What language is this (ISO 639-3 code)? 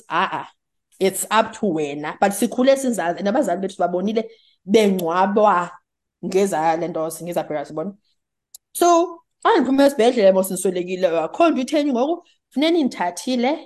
xho